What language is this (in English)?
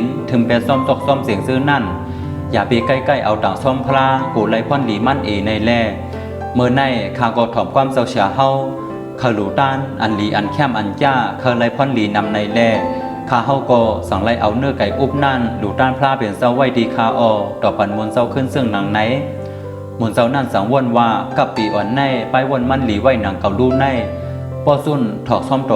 Shan